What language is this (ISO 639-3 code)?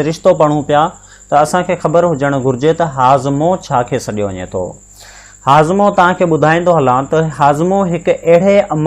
snd